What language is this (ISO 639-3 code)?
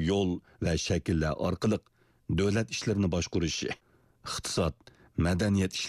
uig